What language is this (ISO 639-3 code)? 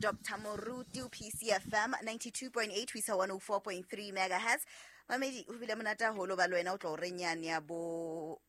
sot